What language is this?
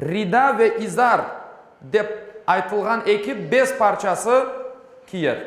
Crimean Tatar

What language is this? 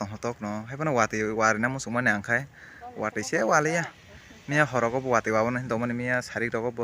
Kok Borok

